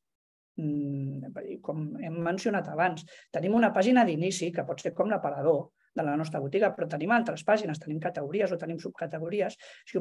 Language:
Catalan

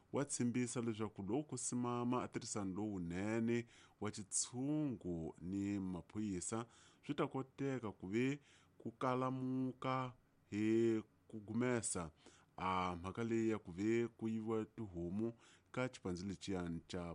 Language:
Tsonga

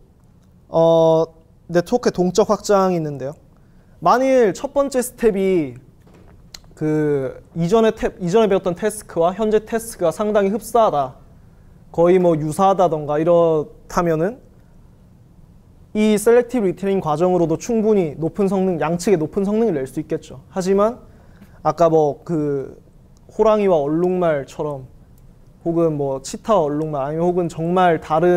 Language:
Korean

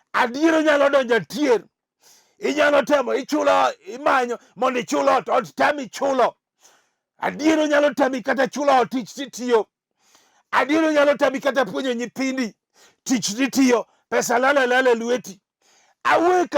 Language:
Luo (Kenya and Tanzania)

